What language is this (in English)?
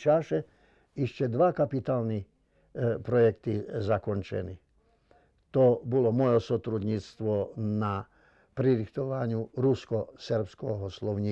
Rusyn